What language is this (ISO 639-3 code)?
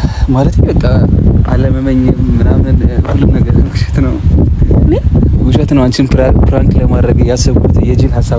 amh